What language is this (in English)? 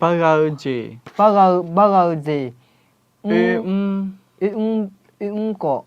Akha